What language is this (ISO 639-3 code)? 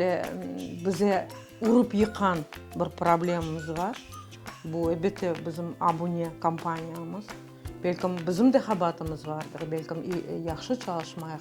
crh